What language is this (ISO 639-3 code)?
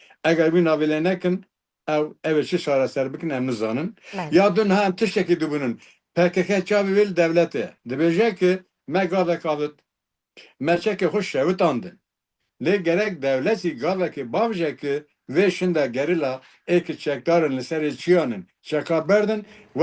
kur